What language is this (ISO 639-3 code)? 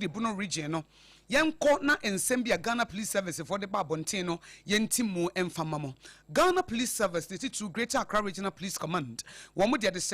aka